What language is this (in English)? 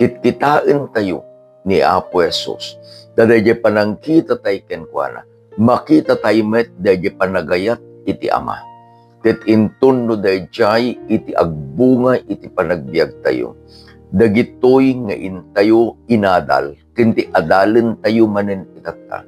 Iloko